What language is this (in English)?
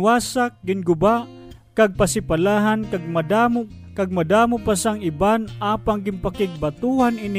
Hiligaynon